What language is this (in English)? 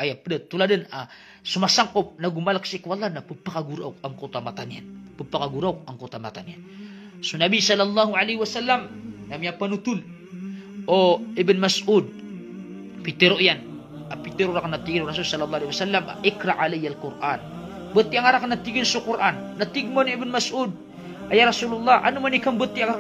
Maranao